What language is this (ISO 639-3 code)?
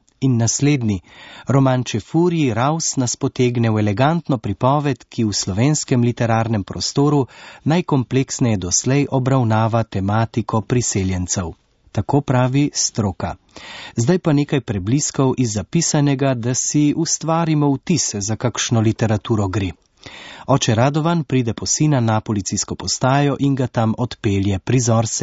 slv